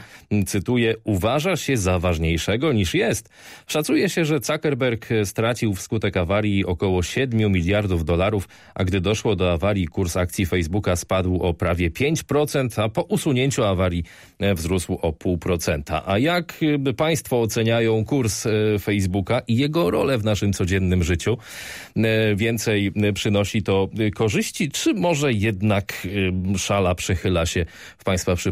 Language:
Polish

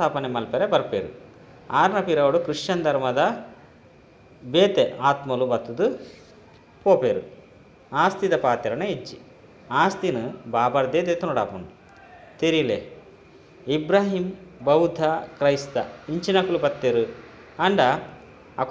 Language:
Tulu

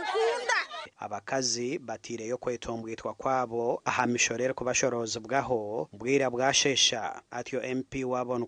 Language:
Nyankole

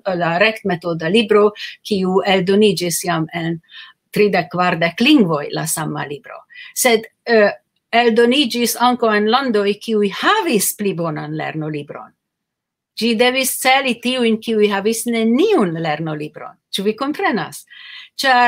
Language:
Esperanto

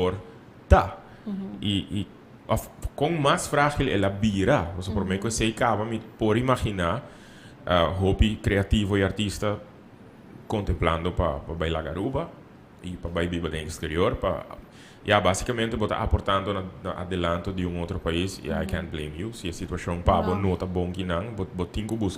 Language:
Papiamento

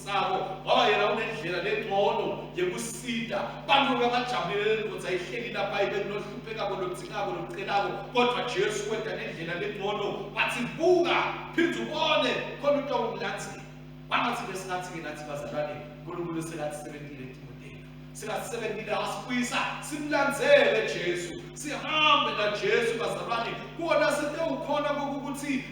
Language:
Swati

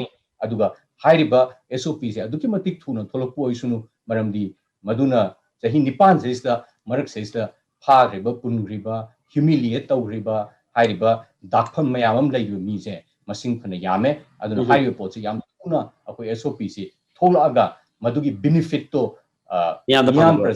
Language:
Manipuri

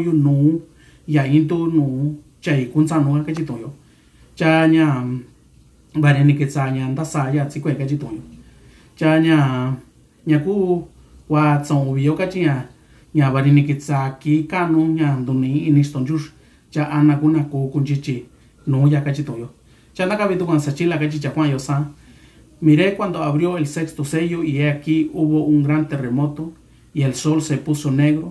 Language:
Mixtepec Mixtec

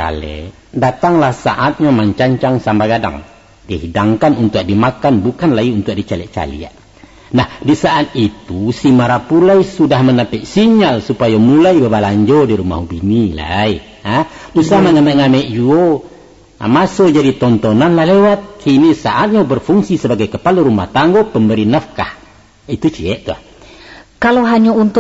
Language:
Minangkabau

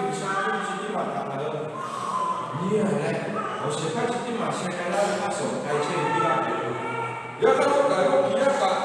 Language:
Lahu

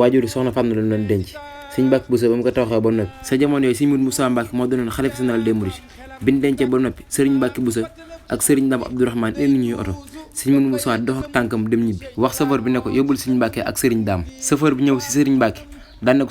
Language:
Wolof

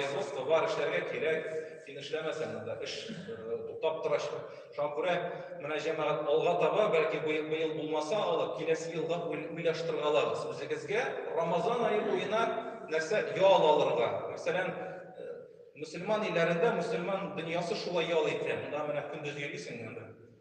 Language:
Tatar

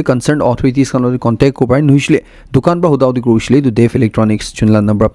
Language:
Naga Pidgin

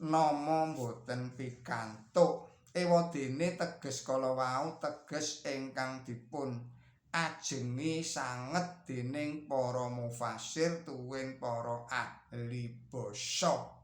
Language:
Javanese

